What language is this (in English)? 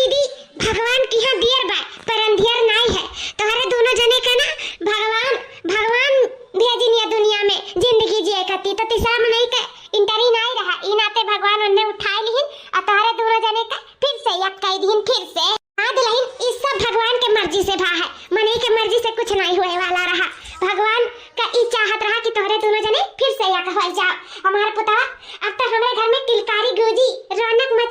Awadhi